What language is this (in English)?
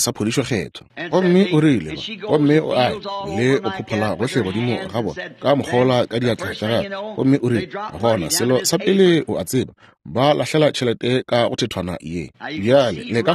Northern Sotho